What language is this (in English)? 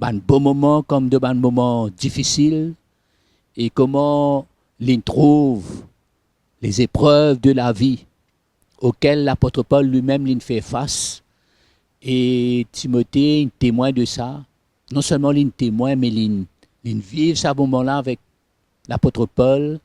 Morisyen